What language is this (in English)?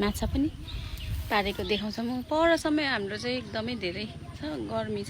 Nepali